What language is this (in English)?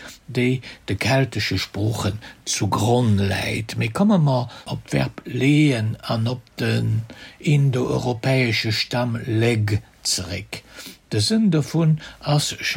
Luxembourgish